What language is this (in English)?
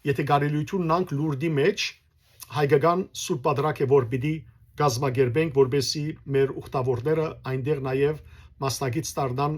Western Armenian